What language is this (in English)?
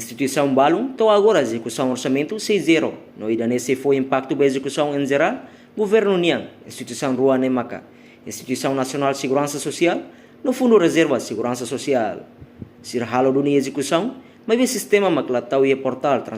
Tetum